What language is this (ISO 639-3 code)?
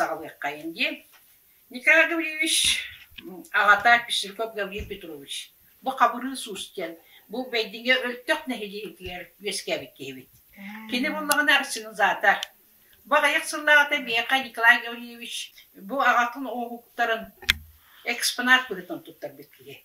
sah